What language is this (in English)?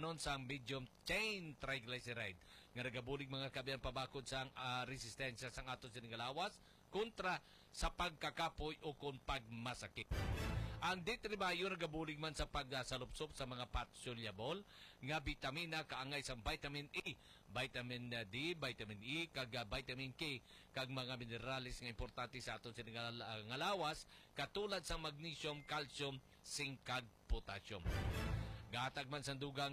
Hiligaynon